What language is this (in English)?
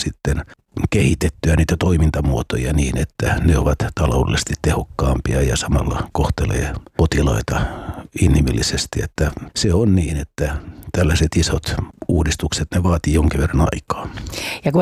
Finnish